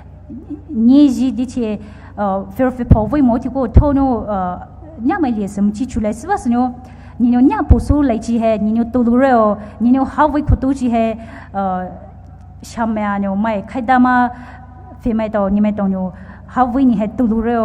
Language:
Poumei Naga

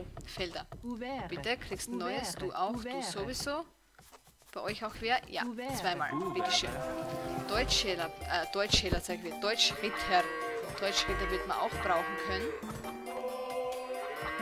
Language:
German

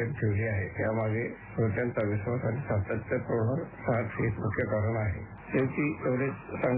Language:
Marathi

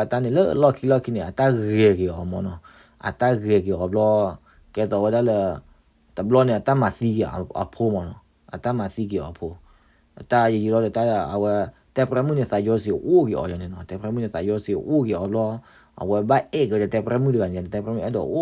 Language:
S'gaw Karen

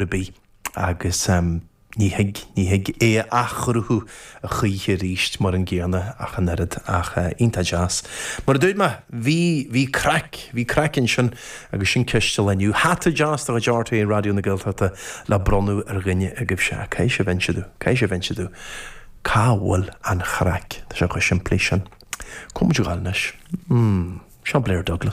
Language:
Irish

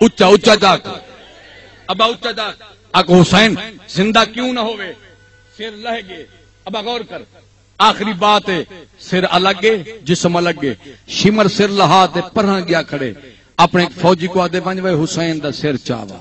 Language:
Saraiki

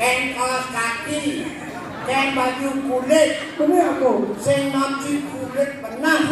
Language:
Balinese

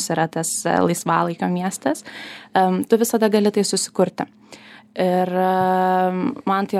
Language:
Lithuanian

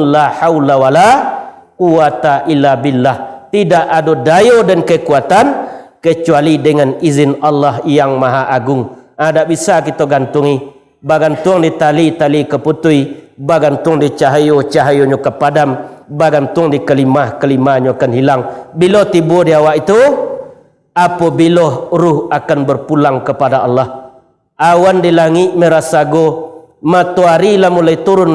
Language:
Minangkabau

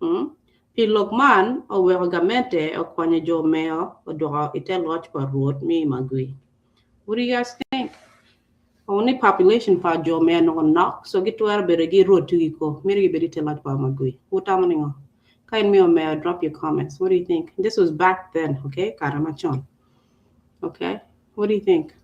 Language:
Acoli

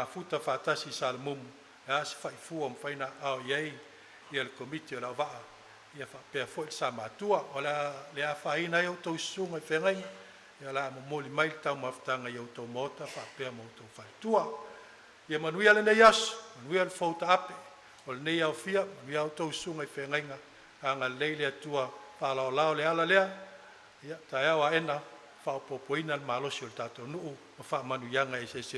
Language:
Samoan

